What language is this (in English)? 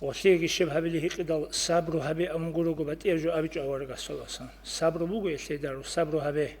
Avaric